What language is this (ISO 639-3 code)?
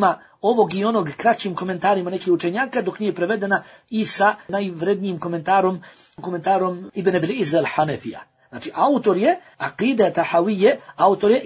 bos